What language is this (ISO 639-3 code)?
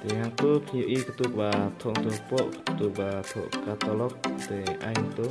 kha